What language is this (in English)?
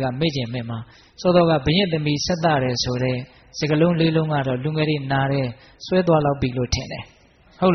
Burmese